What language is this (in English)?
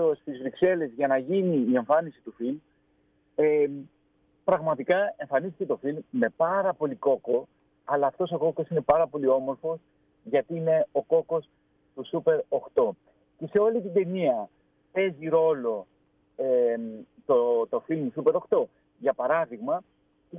Greek